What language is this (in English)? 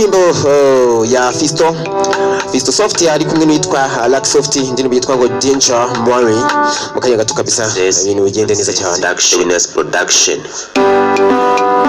Kinyarwanda